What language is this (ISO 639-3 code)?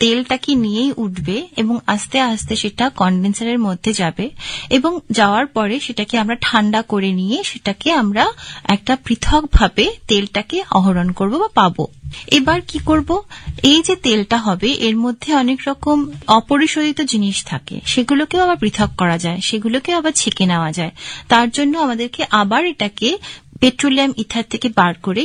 ben